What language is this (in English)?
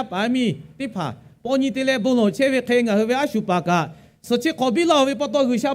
Lahu